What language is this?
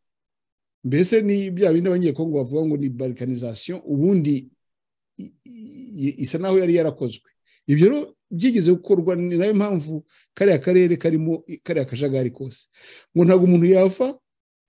Kinyarwanda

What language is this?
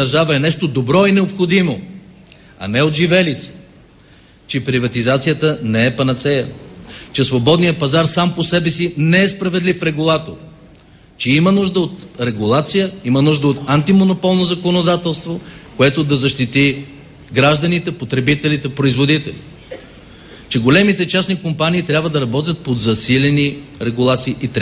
Bulgarian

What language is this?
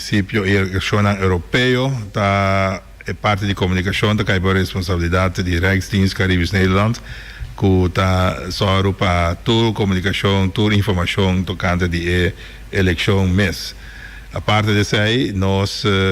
Papiamento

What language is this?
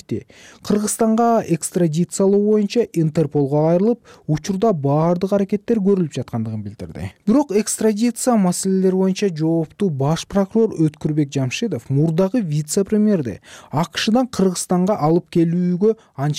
Kyrgyz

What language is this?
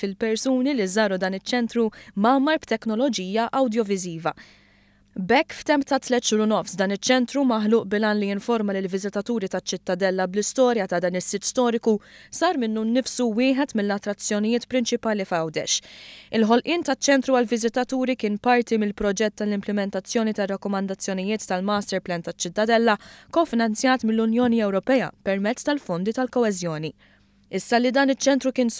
Maltese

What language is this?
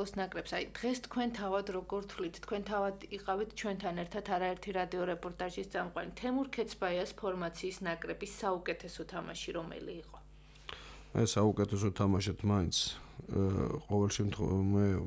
Georgian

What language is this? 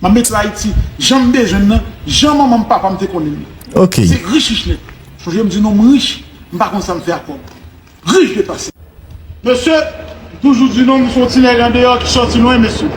Haitian Creole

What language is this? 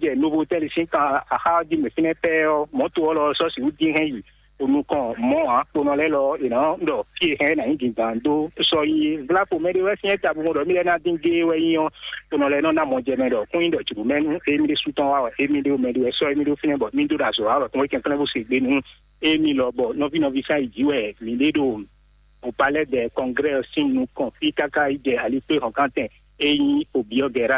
Fon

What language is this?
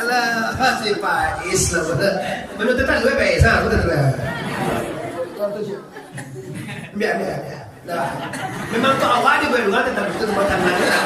Minangkabau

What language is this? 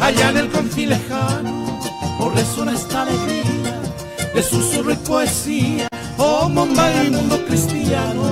Guarani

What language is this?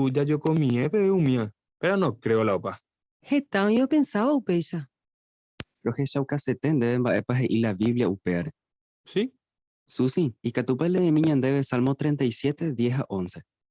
Guarani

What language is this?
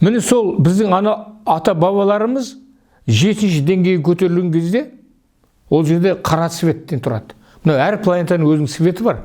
Kazakh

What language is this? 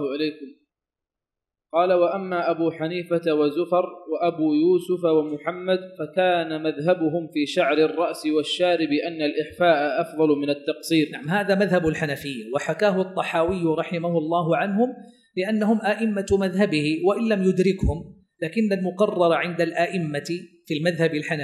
Arabic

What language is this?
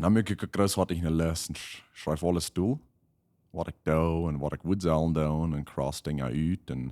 Plautdietsch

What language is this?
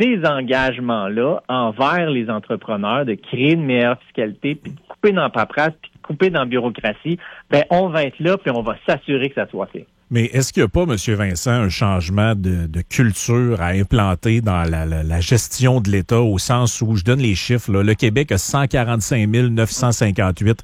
French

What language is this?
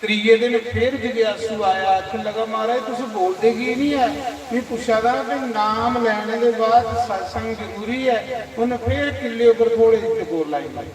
Dogri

